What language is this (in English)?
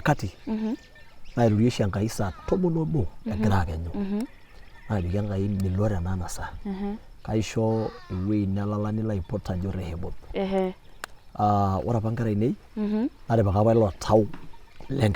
Masai